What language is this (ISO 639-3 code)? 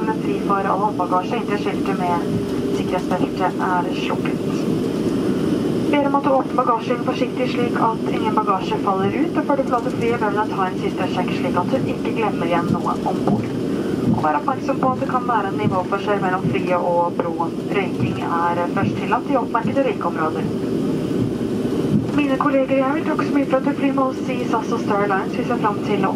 nor